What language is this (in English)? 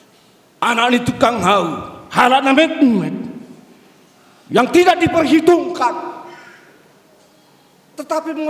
Indonesian